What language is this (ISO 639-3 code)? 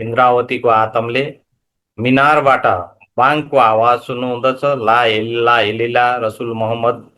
nep